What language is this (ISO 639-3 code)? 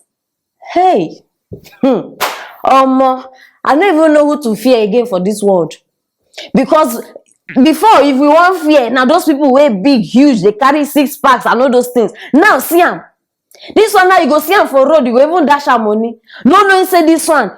pcm